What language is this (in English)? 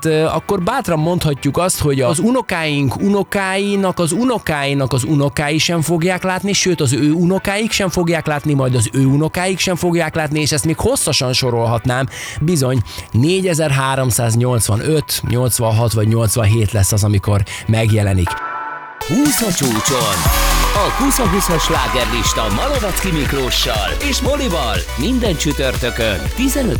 Hungarian